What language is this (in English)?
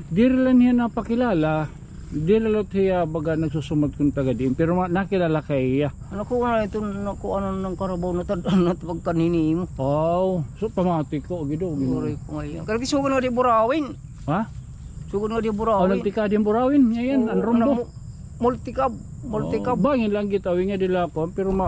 Waray